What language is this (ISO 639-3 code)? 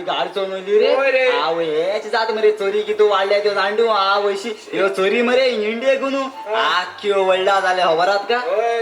kok